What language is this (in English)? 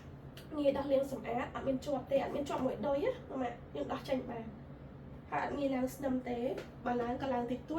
Khmer